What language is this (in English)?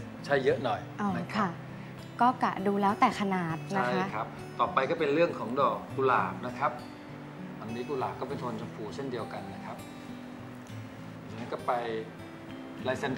Thai